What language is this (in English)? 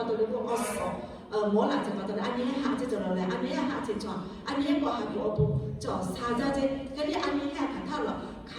Lahu